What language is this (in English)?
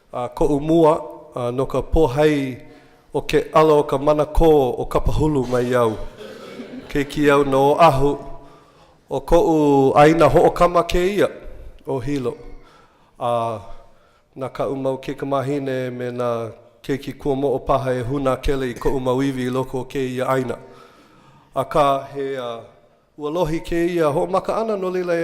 Hawaiian